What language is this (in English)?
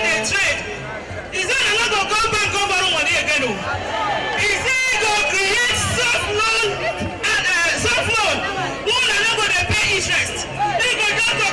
Nigerian Pidgin